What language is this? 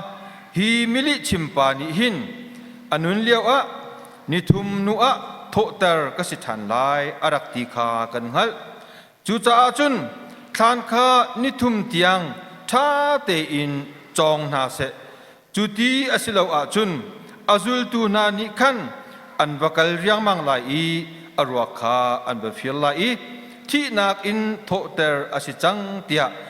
Hakha Chin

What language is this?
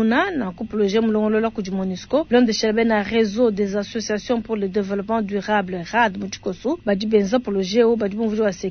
Luba-Lulua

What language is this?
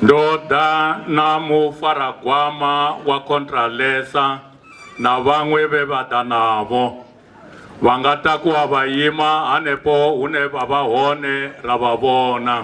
Venda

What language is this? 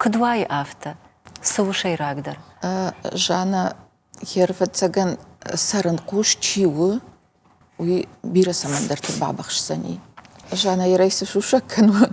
Ossetic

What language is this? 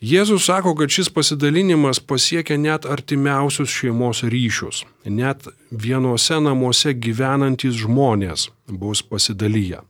Lithuanian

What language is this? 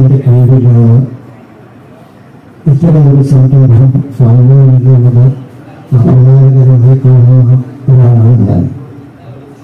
Malayalam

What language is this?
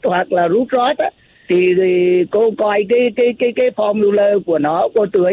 Vietnamese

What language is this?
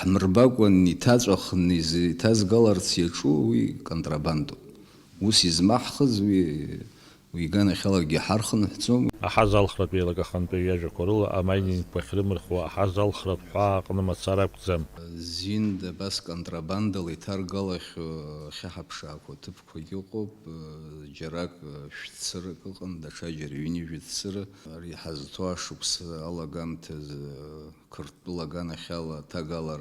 Abkhazian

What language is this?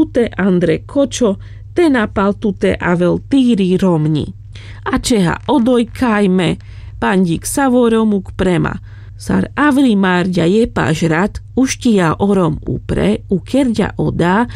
Carpathian Romani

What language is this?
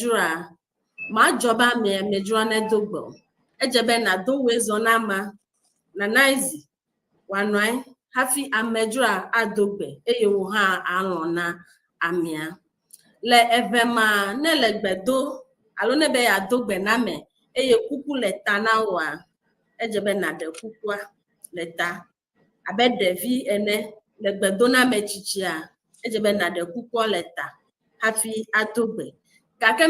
Ewe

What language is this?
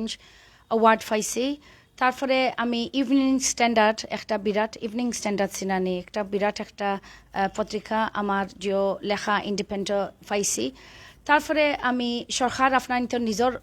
Sylheti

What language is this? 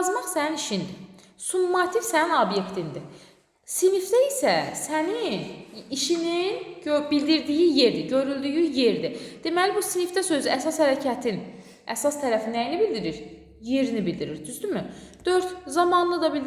Azerbaijani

